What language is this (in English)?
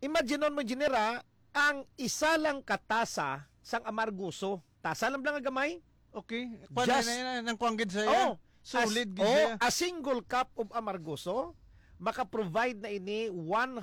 Hiligaynon